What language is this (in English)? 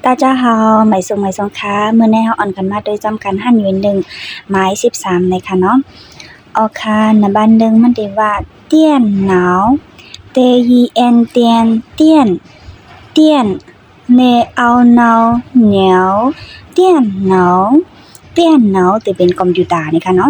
Shan